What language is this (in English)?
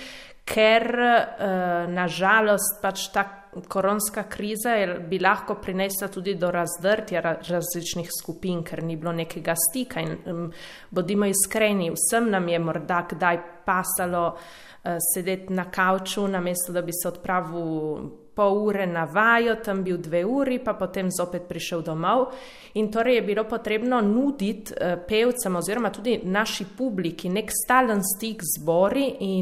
Slovenian